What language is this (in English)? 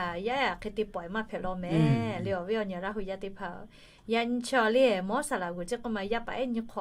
Lahu